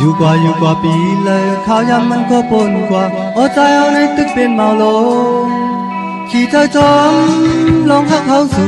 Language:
Shan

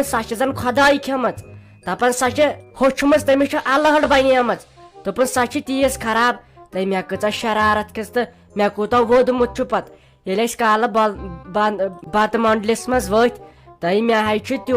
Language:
Kashmiri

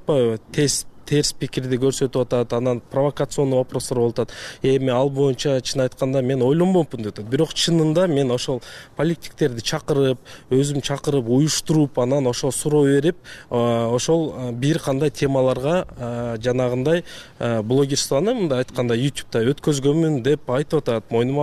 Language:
Kyrgyz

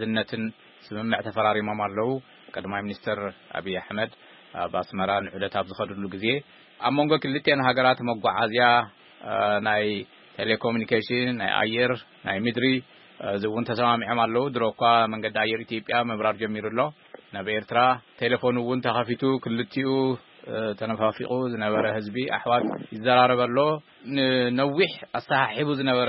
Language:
Tigrinya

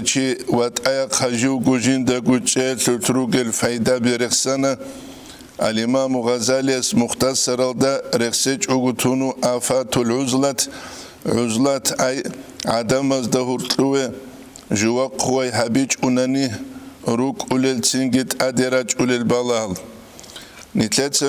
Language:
Avaric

